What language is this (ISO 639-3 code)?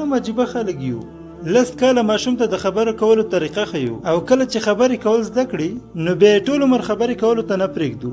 pus